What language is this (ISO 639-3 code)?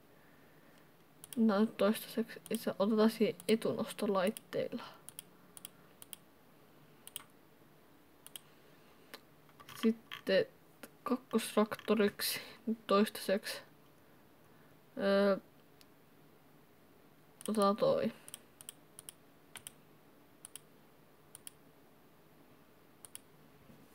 fin